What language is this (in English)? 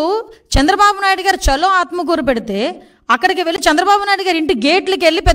Telugu